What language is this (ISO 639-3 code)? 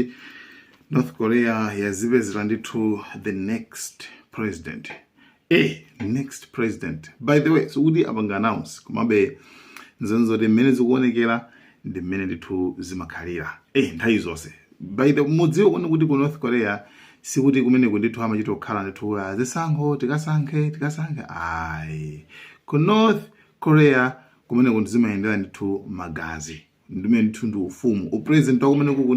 nya